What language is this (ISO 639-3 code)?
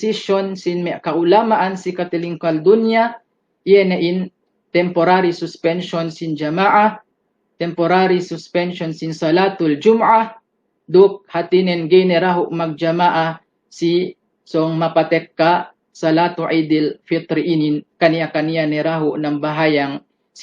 yka